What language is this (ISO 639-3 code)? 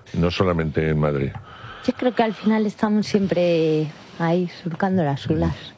spa